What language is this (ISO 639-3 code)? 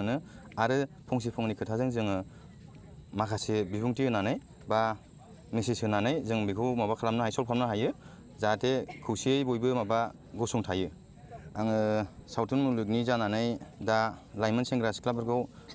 brx